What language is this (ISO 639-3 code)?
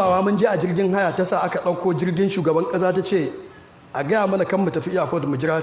hau